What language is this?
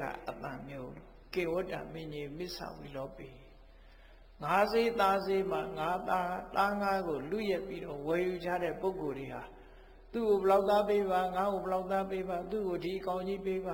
Burmese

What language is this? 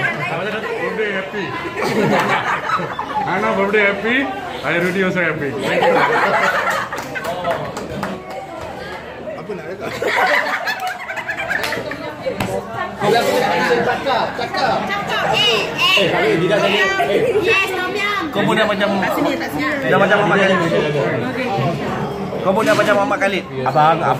Malay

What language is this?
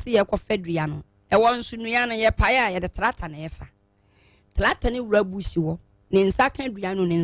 Akan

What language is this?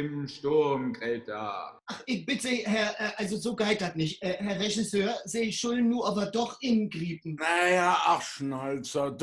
Low German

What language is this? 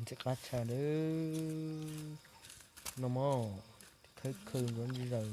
Hmong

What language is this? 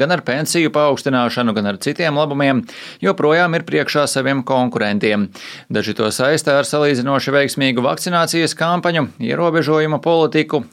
Latvian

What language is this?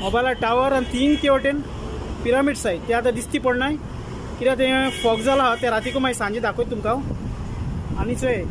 Konkani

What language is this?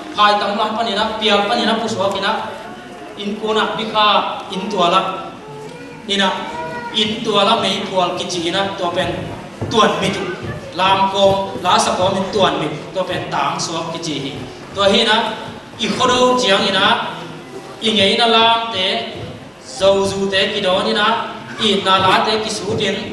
Tedim Chin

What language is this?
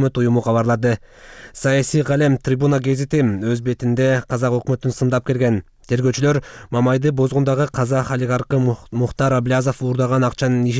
Kyrgyz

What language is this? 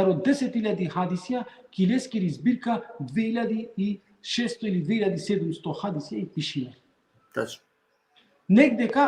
Balkan Romani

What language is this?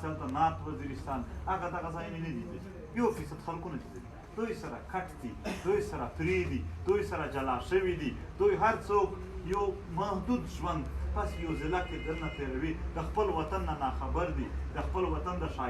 Pashto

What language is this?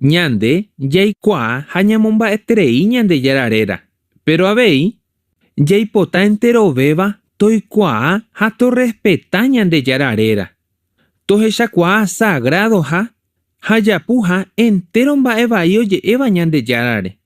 Guarani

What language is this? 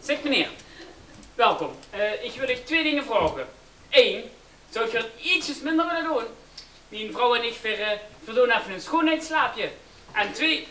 Limburgish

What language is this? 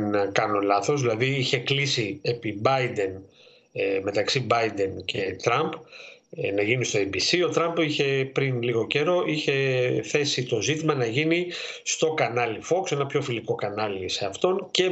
Greek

